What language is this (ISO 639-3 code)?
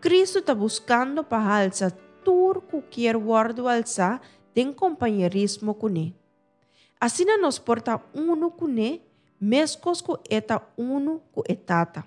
pap